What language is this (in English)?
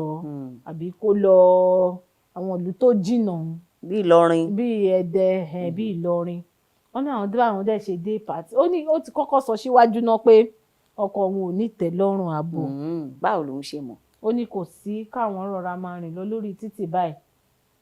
Yoruba